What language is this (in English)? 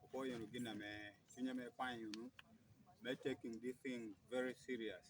Acoli